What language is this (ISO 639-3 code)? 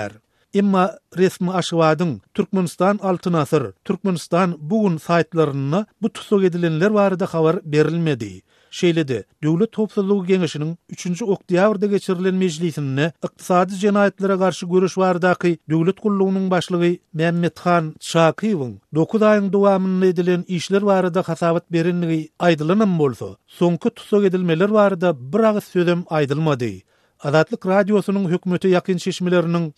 tuk